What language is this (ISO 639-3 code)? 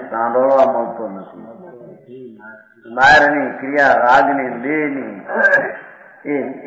guj